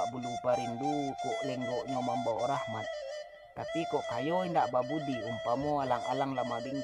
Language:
Minangkabau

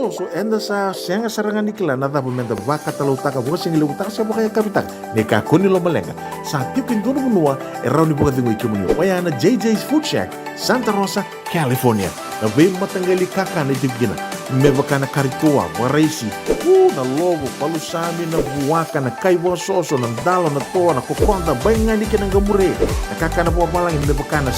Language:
Fijian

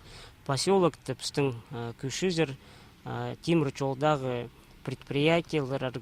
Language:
Khakas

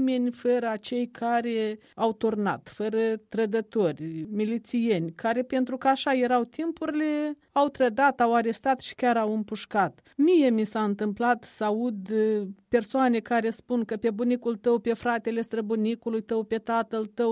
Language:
Romanian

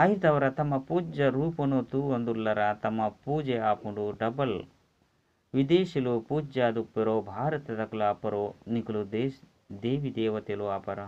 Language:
Tulu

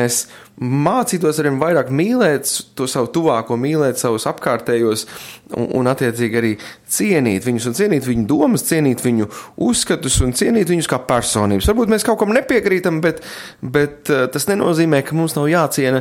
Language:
Latvian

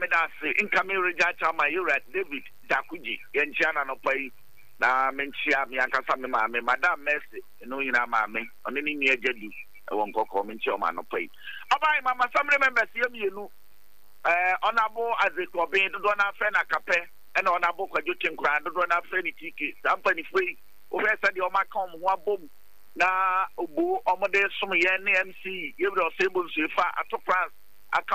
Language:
Akan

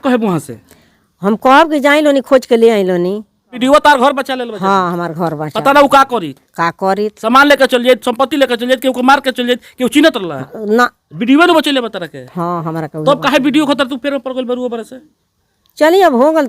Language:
Bhojpuri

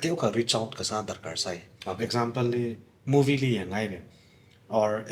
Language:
Tangkhul Naga (India)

